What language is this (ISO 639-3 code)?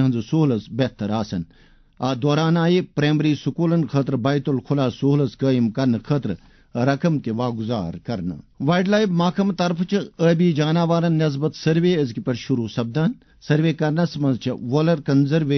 kas